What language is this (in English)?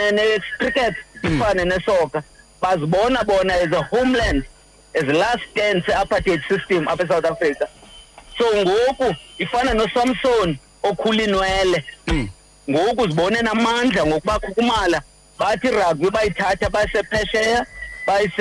Xhosa